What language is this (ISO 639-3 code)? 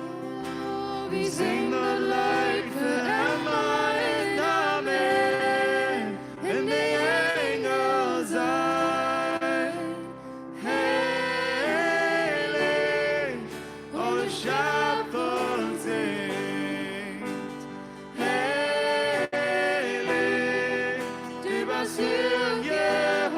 pdt